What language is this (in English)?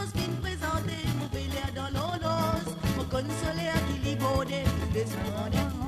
Morisyen